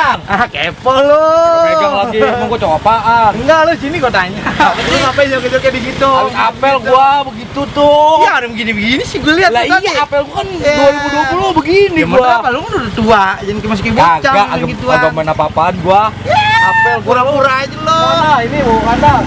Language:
Betawi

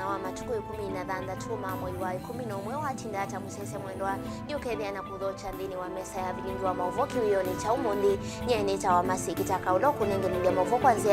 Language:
Kamba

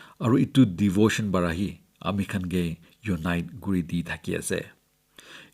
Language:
Naga Pidgin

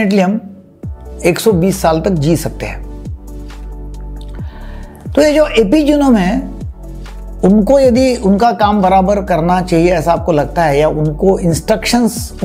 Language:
Hindi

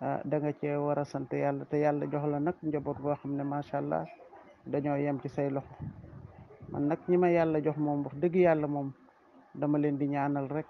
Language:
Wolof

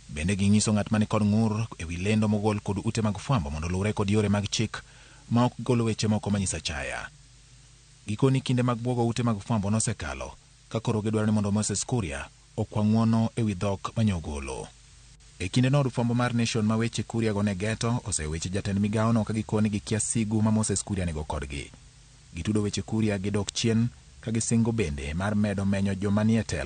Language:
Luo (Kenya and Tanzania)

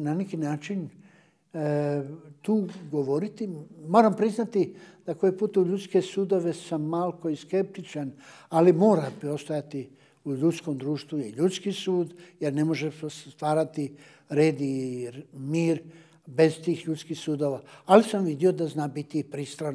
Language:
Bosnian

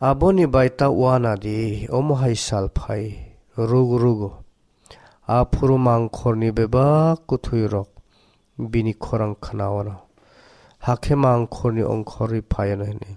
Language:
Kok Borok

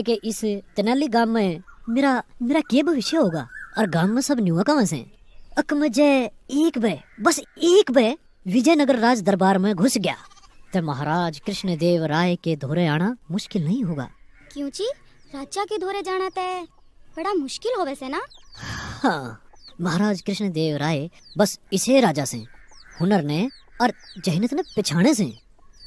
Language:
Haryanvi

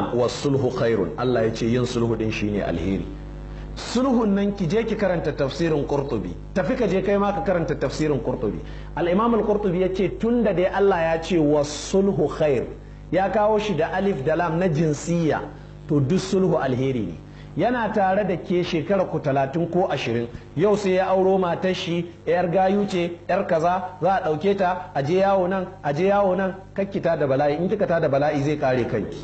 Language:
Hausa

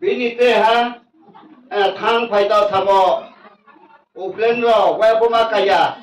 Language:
Riang (India)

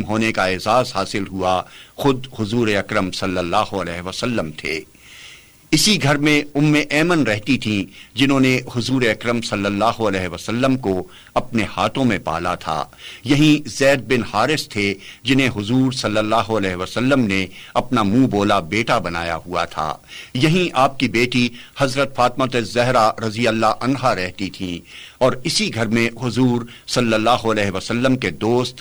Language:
Urdu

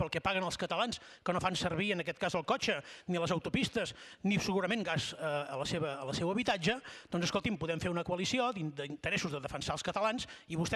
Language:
Catalan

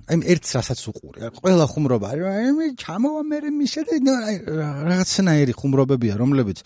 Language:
Georgian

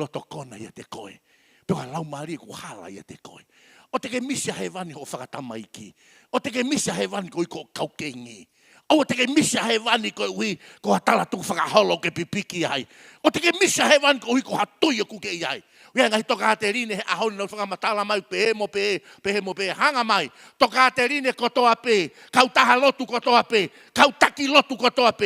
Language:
Tongan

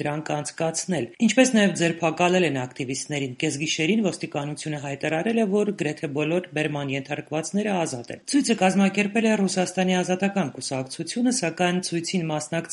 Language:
Armenian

